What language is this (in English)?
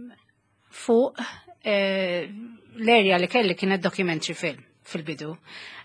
Maltese